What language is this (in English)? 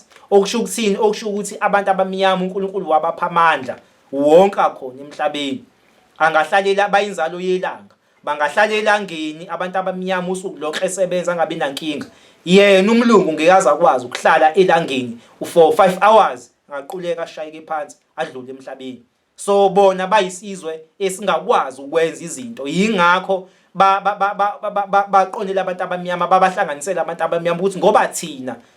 Zulu